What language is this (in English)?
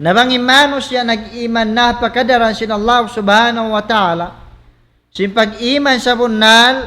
Tausug